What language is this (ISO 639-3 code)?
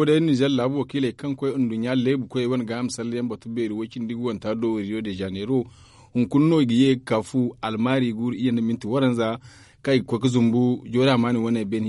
dje